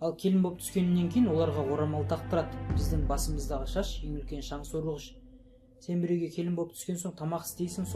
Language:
Kazakh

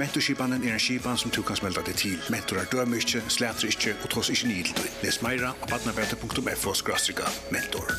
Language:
Faroese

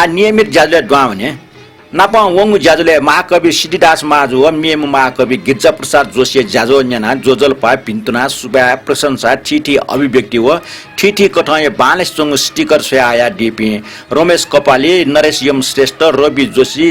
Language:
Newari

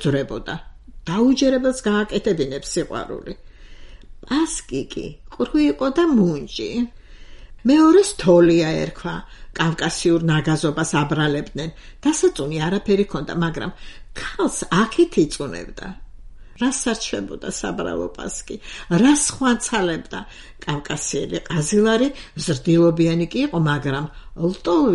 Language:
Georgian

